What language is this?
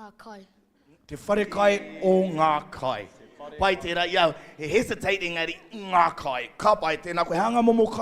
Māori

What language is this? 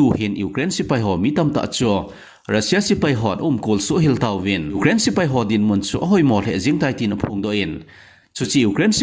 Thado Chin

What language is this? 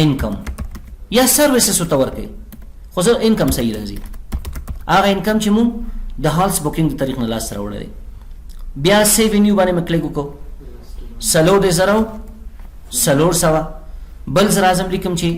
Pashto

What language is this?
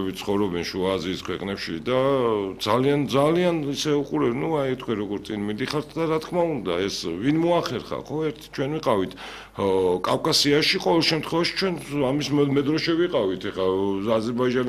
Georgian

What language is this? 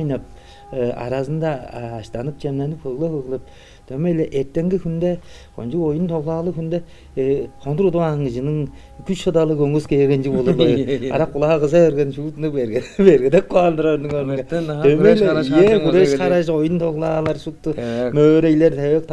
Tuvinian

